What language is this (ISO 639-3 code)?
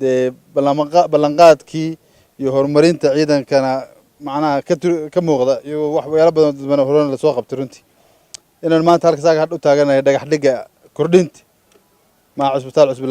som